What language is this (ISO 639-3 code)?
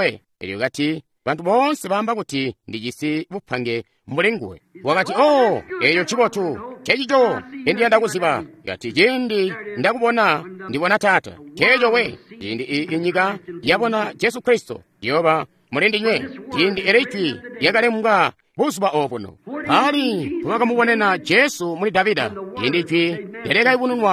toi